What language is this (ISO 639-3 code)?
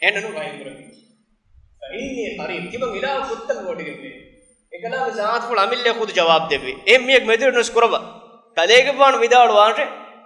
div